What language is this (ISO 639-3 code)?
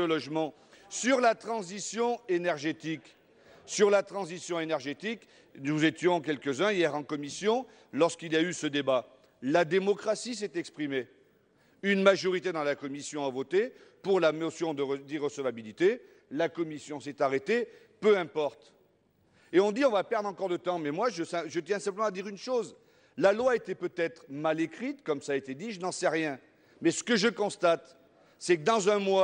fra